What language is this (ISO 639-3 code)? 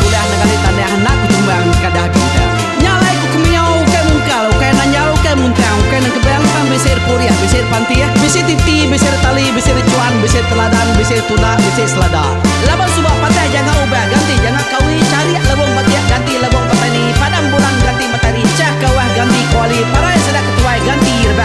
iba